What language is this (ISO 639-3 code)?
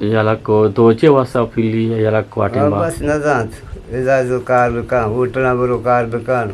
bgp